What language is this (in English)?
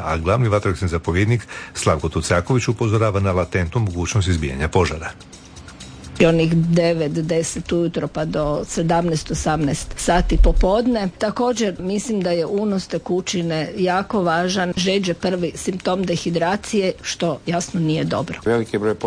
Croatian